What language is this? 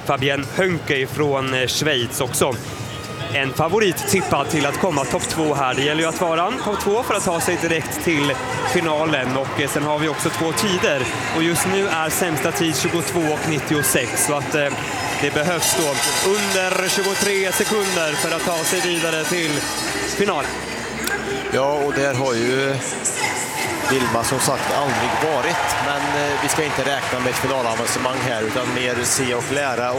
Swedish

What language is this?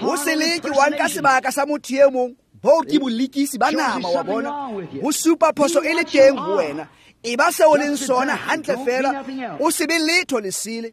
Tswana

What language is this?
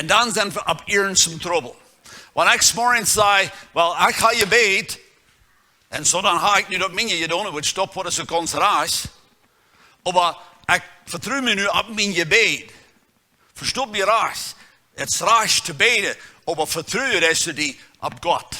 Plautdietsch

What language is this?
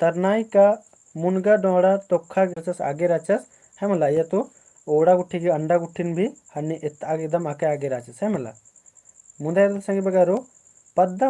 Kurukh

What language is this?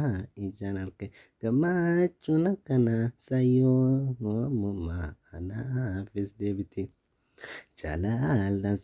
Oromo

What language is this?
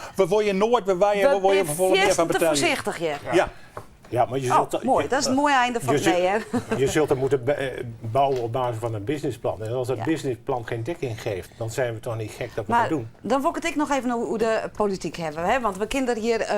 Western Frisian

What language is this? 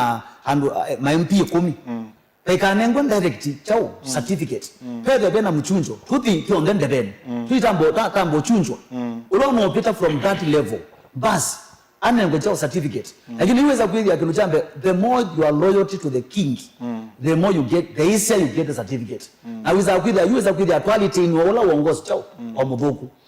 Kamba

